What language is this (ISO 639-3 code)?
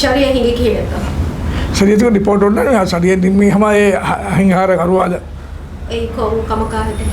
div